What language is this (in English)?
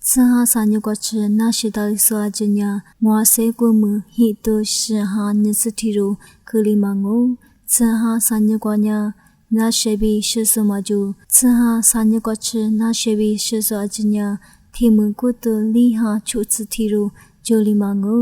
Lisu